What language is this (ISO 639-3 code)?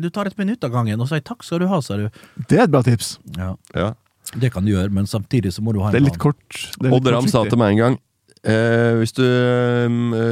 nor